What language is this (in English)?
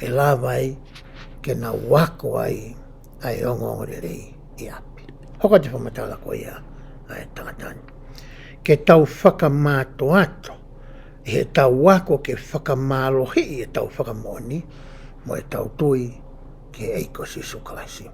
Tongan